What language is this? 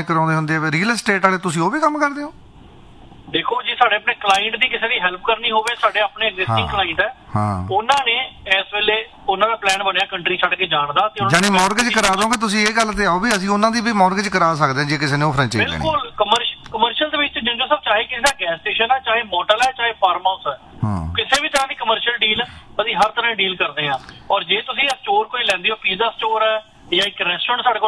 Punjabi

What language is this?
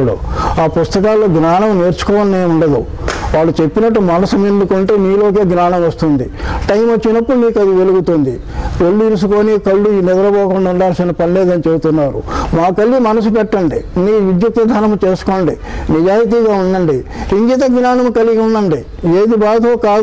Telugu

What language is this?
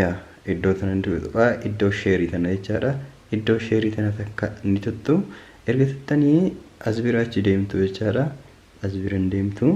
Oromo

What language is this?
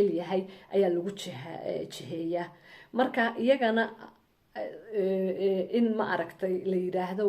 Somali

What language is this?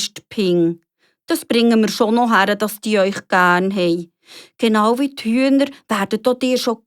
Swiss German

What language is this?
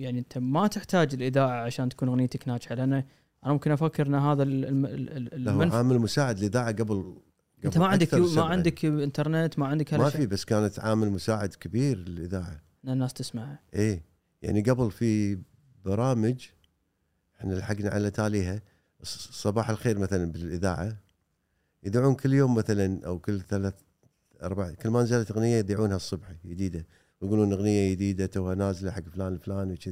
Gulf Arabic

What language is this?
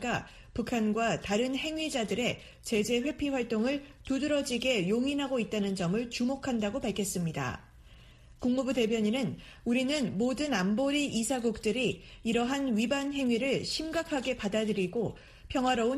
Korean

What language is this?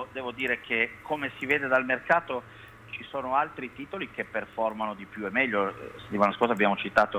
Italian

